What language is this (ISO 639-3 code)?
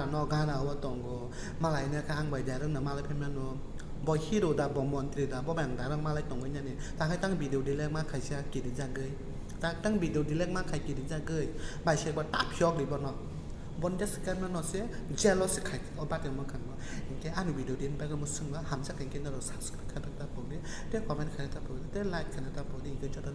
trp